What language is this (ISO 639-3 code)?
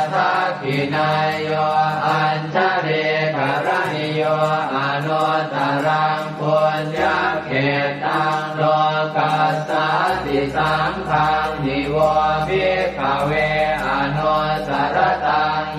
pli